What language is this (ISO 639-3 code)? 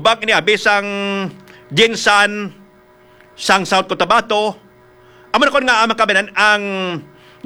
hil